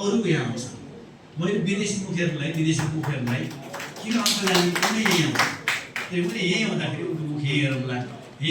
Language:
Nepali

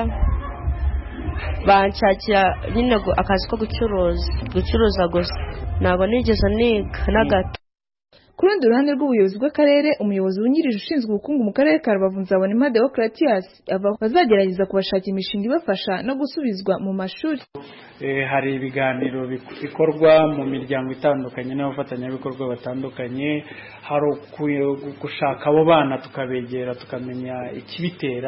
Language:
Kinyarwanda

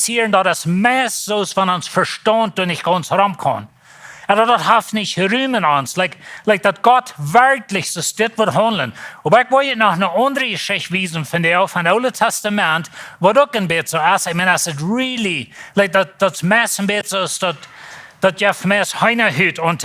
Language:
Plautdietsch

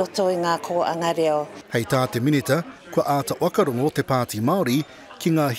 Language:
Māori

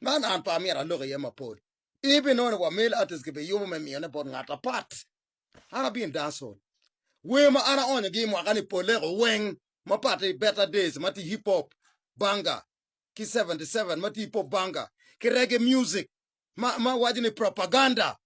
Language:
Acoli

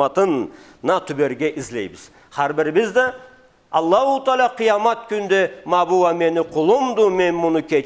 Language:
Karachay-Balkar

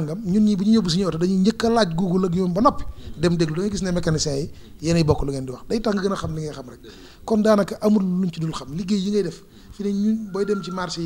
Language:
Wolof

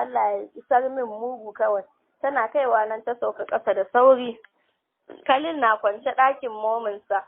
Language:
Hausa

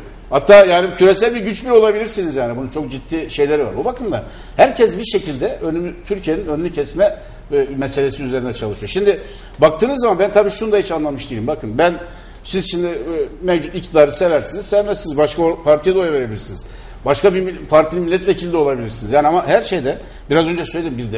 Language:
Turkish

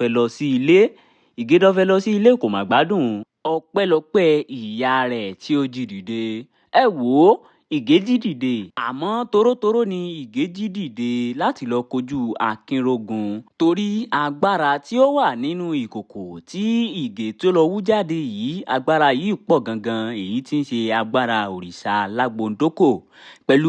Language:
Yoruba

